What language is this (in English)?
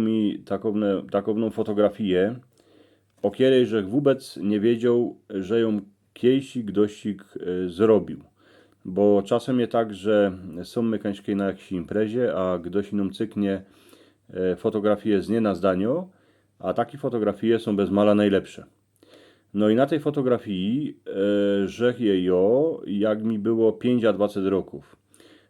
Silesian